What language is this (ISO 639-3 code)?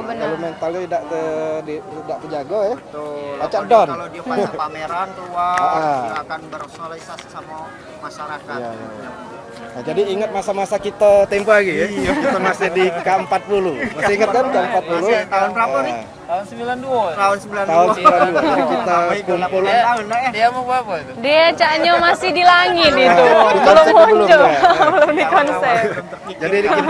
mui